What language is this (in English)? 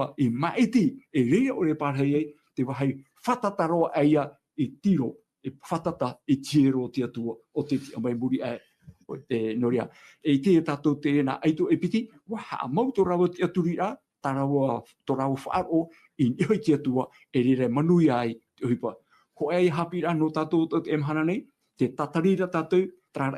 Tahitian